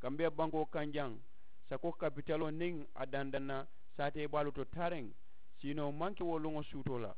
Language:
Mandingo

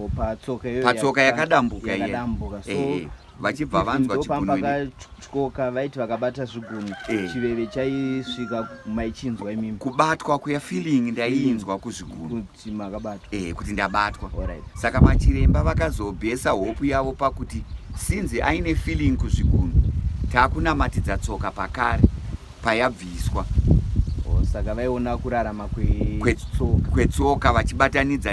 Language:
Shona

